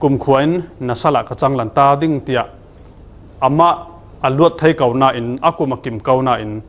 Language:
Falam Chin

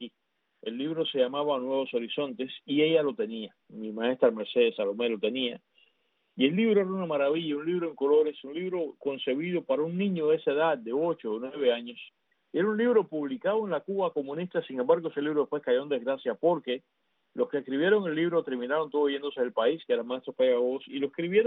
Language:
Spanish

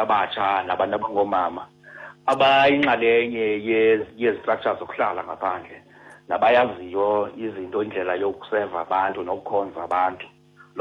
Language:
Xhosa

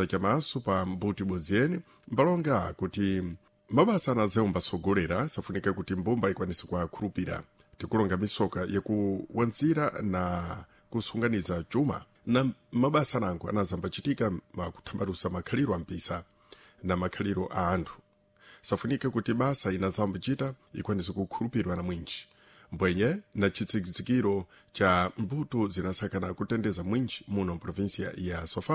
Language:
Sena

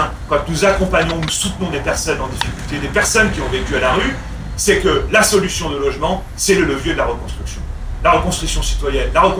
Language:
French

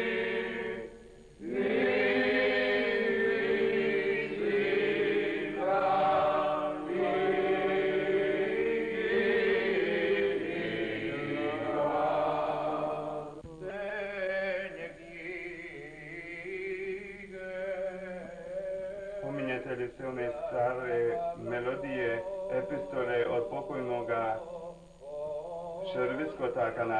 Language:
Croatian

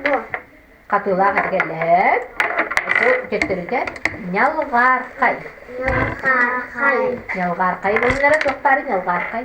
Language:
Yakut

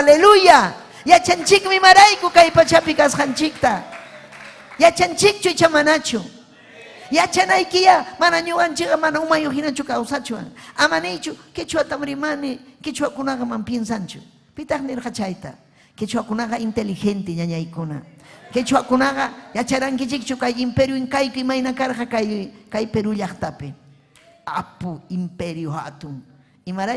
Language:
Ayacucho Quechua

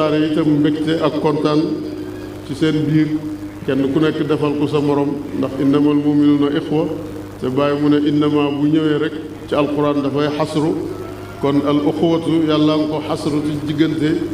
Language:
Wolof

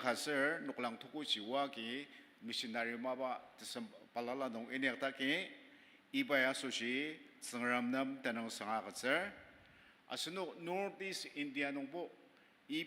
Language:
Ao Naga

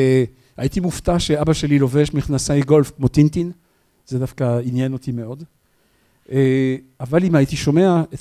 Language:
Hebrew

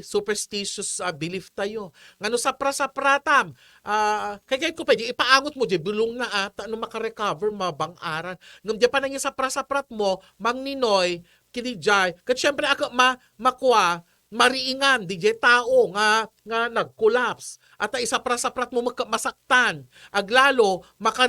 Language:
Iloko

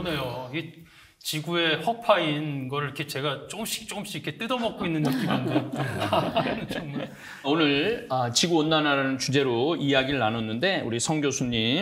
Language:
Korean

